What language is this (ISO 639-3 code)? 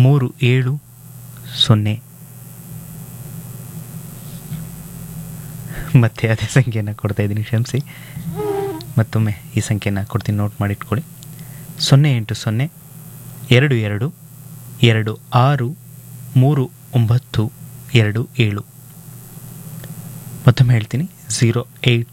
kan